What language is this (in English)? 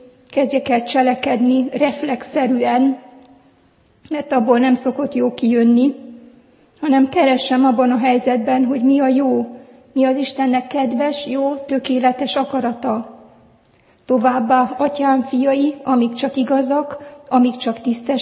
Hungarian